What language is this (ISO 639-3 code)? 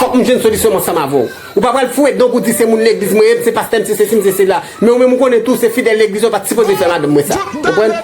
hat